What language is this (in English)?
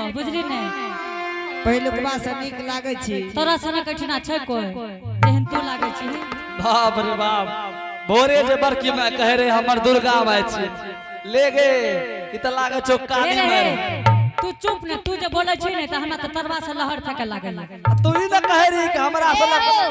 Angika